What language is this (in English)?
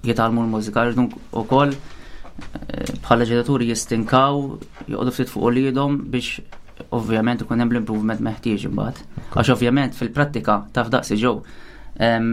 Maltese